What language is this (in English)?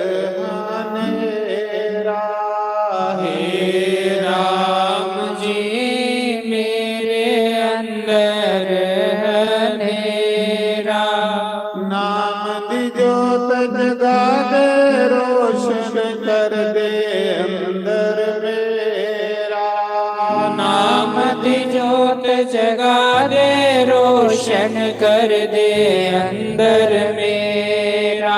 Dogri